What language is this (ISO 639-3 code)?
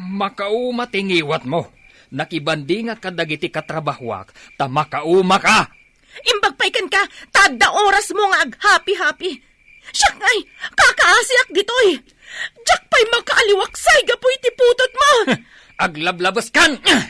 ilo